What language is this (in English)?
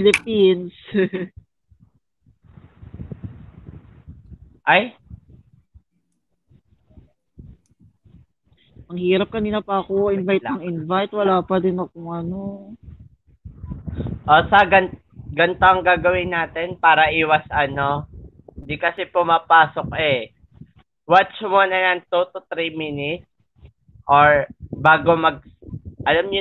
Filipino